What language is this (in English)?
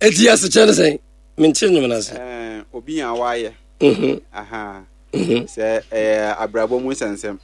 Akan